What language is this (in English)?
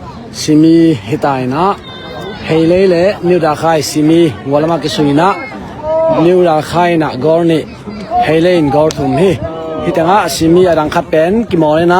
Tedim Chin